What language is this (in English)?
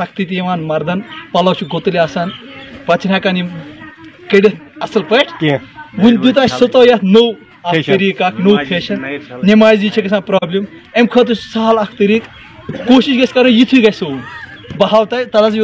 Kashmiri